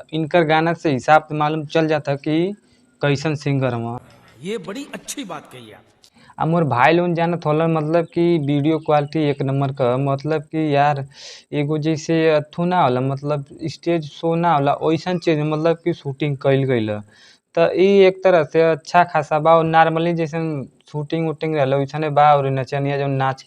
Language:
Bhojpuri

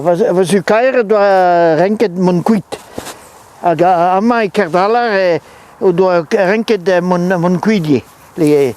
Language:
Breton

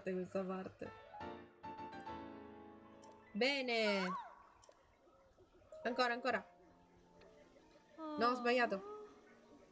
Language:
Italian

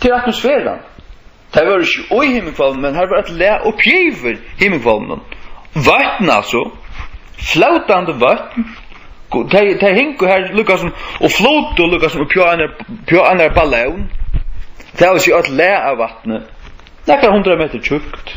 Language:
Faroese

